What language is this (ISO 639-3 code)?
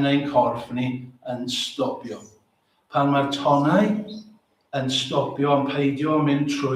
cym